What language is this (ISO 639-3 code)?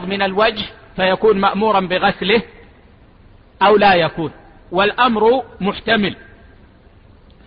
ara